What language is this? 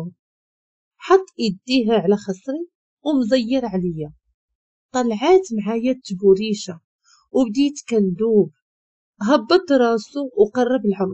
Moroccan Arabic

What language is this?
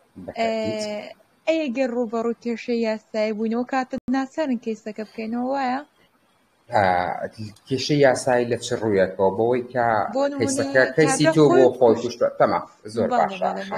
Central Kurdish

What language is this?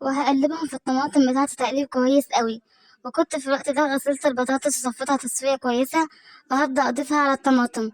Egyptian Arabic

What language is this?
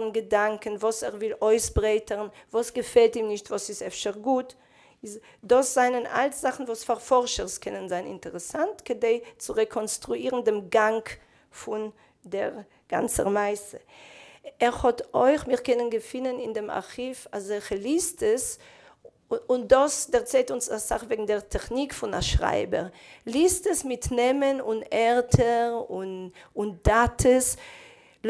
Yiddish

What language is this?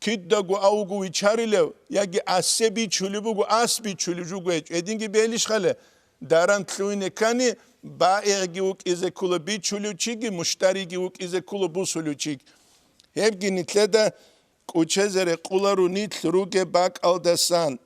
Avaric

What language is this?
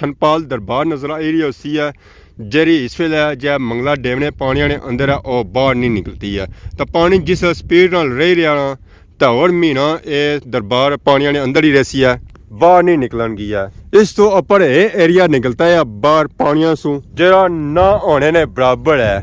Pahari-Potwari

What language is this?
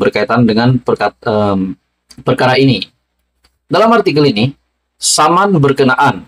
Malay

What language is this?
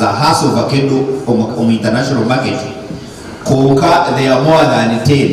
Nyankole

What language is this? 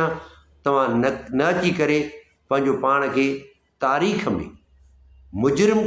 Sindhi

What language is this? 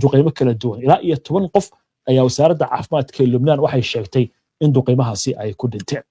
Somali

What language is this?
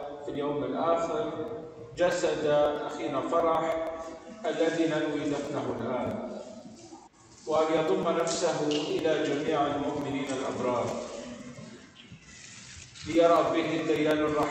Arabic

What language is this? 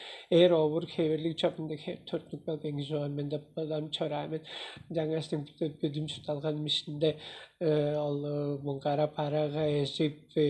Tuvinian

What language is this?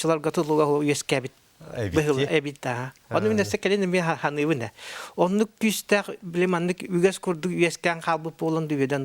Yakut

